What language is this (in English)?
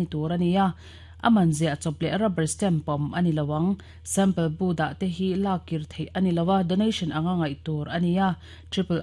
Mizo